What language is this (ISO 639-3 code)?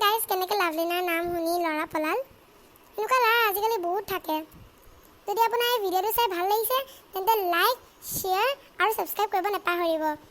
asm